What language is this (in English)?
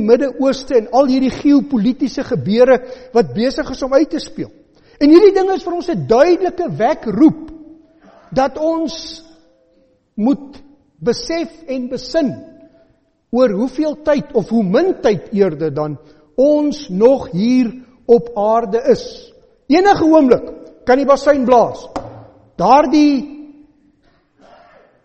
Afrikaans